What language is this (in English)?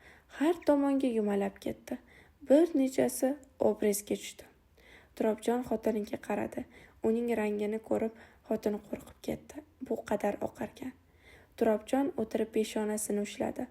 Uzbek